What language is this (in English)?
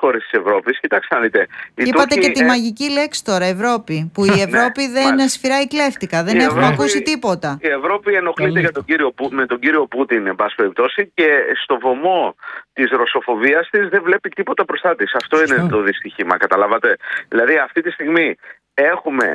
Greek